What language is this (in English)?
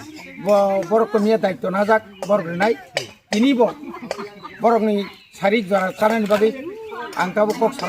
Kok Borok